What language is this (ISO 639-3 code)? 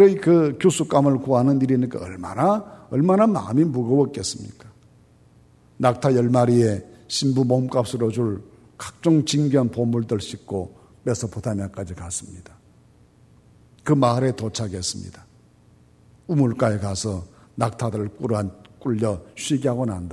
kor